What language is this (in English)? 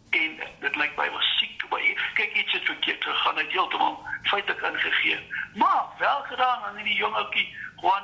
Afrikaans